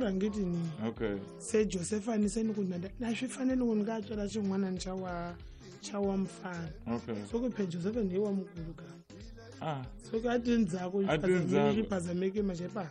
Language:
Tsonga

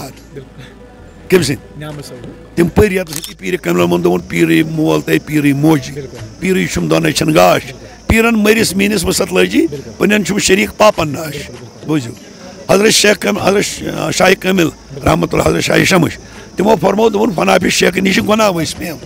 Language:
Kashmiri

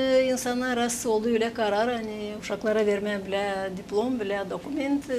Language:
Gagauz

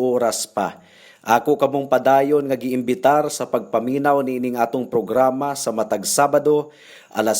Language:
Cebuano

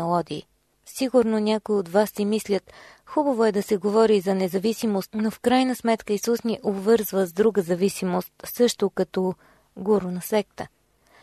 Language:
Bulgarian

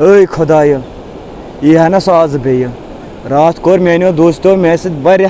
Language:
Kashmiri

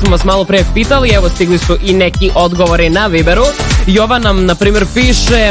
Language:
Serbian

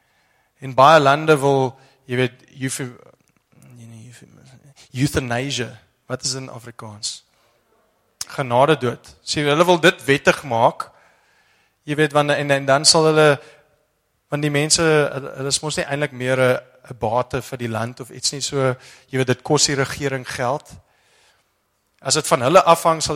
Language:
Afrikaans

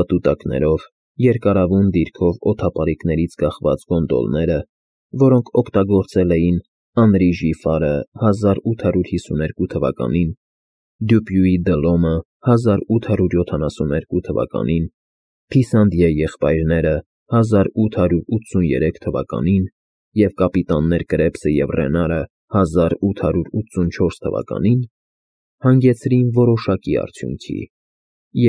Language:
Armenian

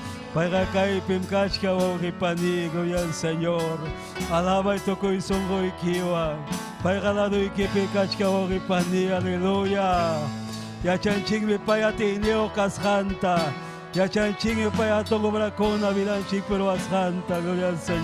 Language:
Ayacucho Quechua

